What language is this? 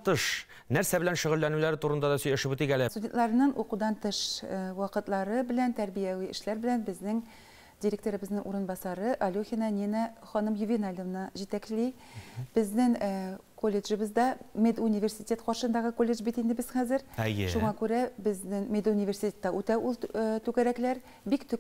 Tatar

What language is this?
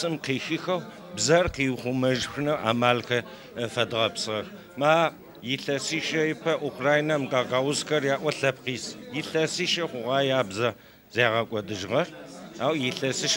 Adyghe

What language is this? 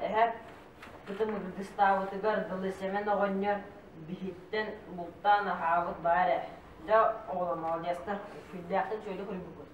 Yakut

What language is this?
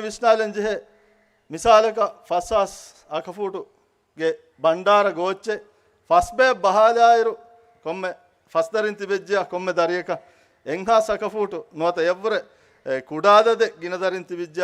Divehi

